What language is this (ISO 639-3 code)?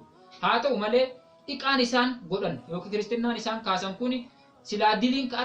orm